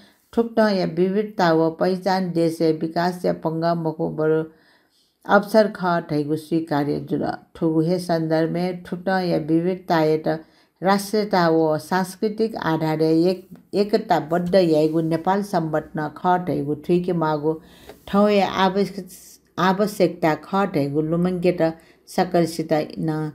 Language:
Newari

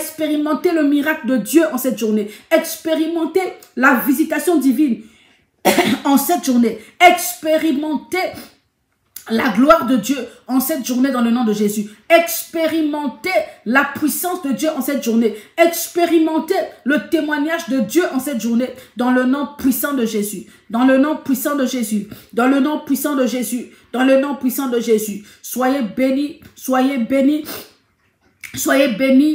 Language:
French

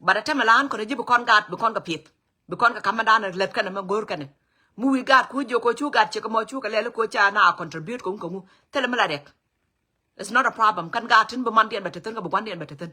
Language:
Nuer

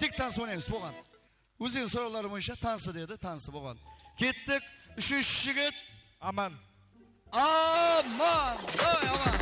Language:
Kara-Kalpak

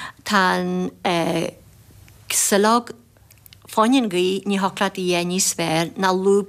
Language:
Irish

